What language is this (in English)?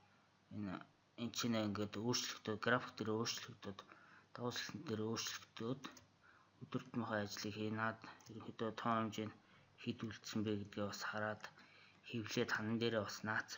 Mongolian